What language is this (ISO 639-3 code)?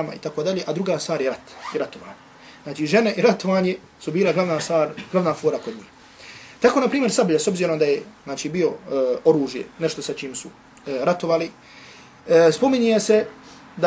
bos